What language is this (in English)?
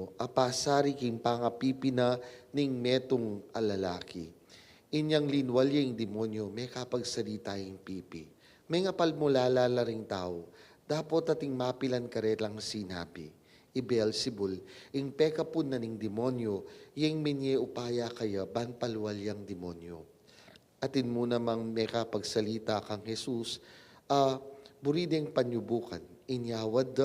Pampanga